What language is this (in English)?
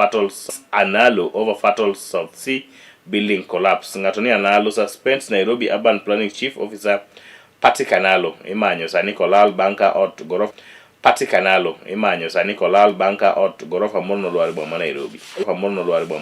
Luo (Kenya and Tanzania)